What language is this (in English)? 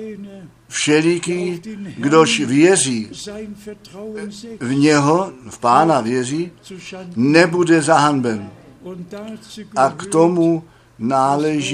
Czech